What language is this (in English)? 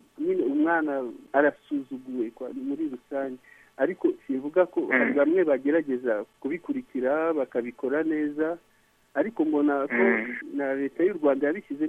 Kinyarwanda